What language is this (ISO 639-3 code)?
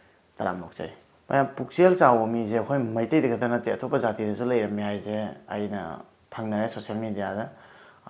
mni